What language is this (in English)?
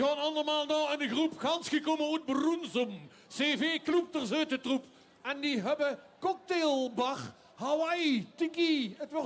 Limburgish